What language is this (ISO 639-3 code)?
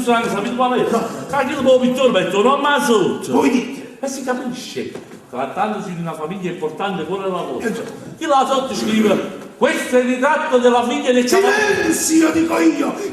nap